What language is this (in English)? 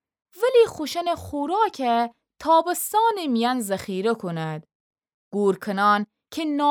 Gilaki